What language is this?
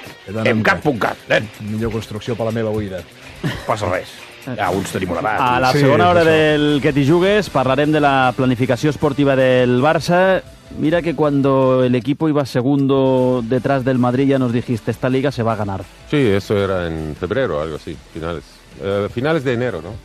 Catalan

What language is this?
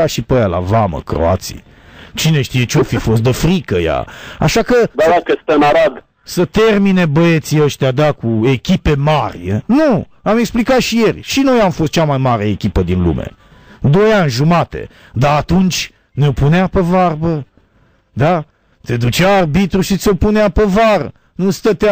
Romanian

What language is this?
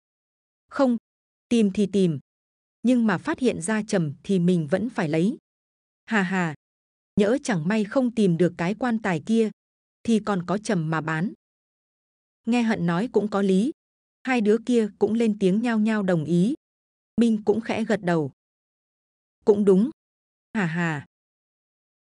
Vietnamese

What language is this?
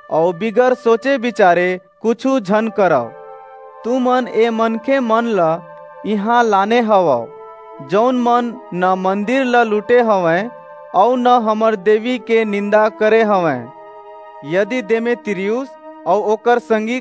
Chhattisgarhi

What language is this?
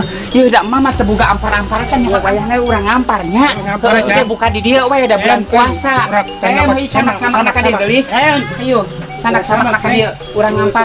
Sundanese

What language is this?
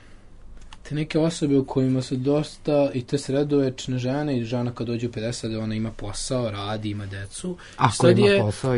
Serbian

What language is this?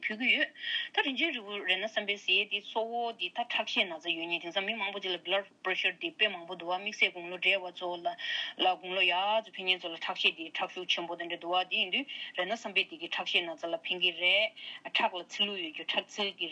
Tibetan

